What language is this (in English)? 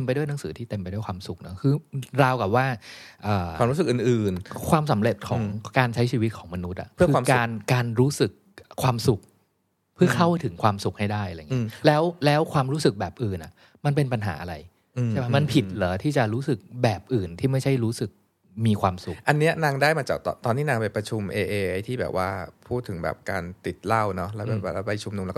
Thai